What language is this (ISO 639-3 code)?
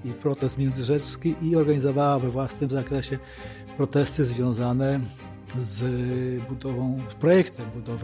pol